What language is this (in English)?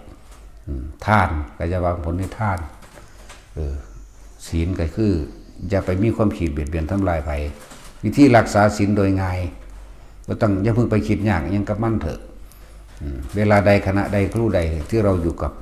Northeastern Thai